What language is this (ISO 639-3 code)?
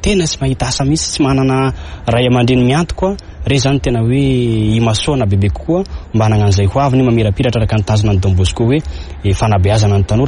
mlg